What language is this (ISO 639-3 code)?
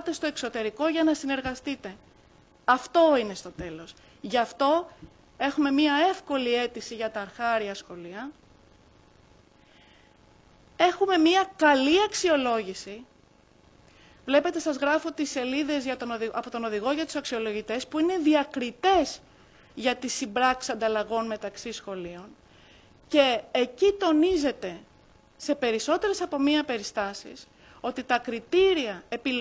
ell